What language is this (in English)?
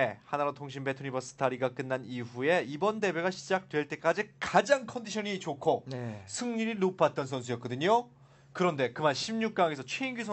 Korean